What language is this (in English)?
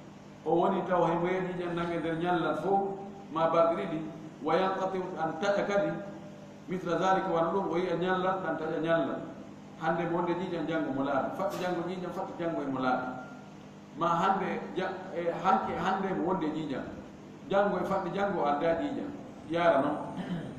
Fula